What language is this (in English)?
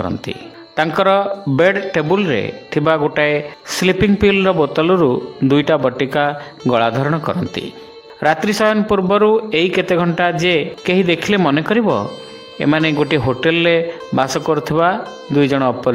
Odia